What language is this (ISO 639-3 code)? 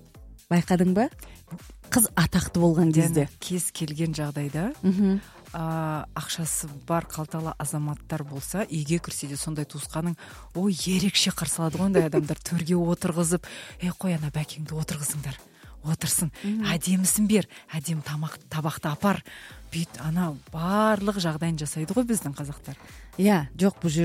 kaz